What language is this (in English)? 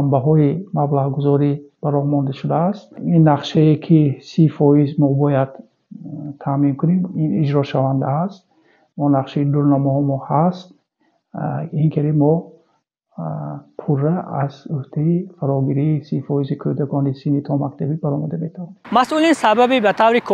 Tajik